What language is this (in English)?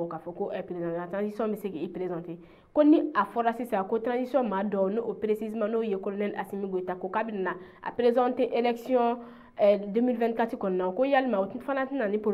Bambara